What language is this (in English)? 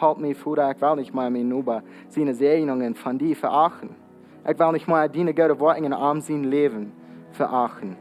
Plautdietsch